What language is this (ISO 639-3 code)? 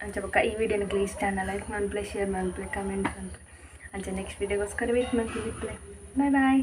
tcy